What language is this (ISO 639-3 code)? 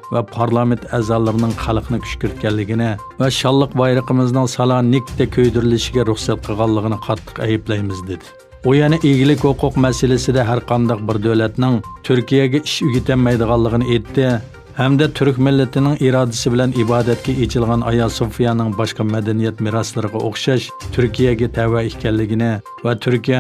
uig